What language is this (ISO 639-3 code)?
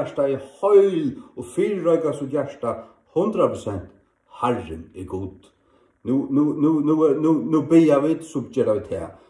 fao